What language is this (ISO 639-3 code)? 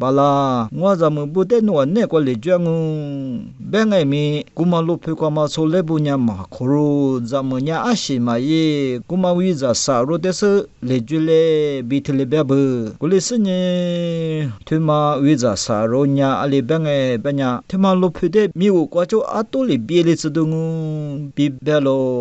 lis